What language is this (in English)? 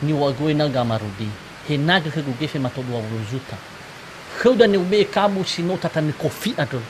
Nias